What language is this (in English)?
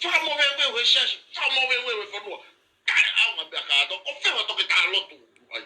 Tongan